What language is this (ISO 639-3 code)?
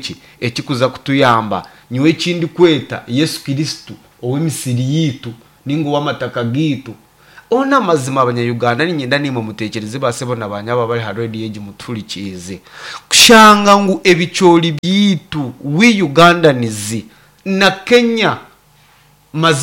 nyn